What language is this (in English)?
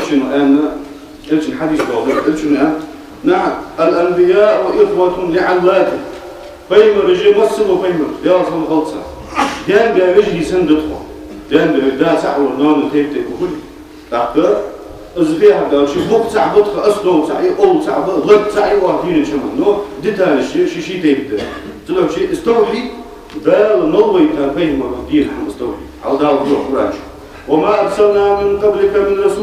Ingush